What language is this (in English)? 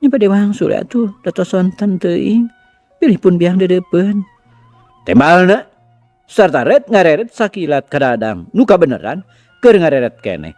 Sundanese